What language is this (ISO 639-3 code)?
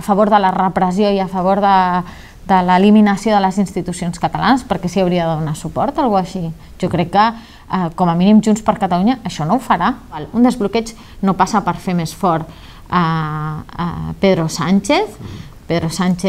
cat